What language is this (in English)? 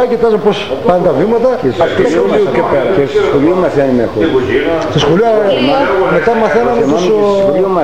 Greek